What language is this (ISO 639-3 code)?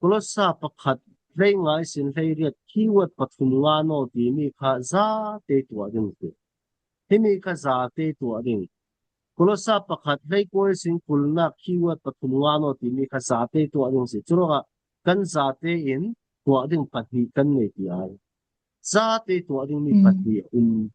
cfm